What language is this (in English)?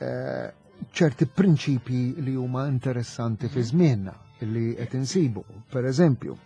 Maltese